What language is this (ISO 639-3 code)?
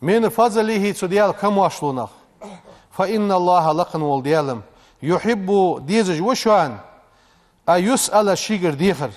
inh